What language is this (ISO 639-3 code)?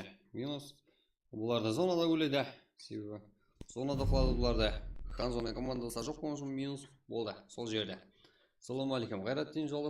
kaa